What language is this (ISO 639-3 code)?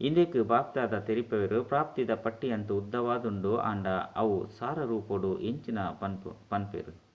tcy